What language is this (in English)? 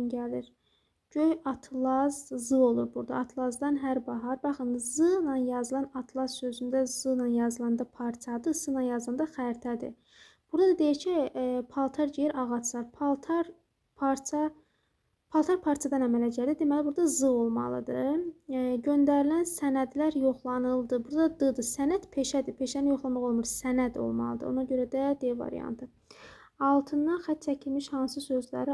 Azerbaijani